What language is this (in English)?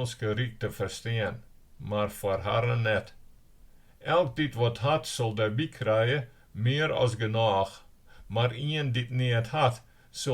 Western Frisian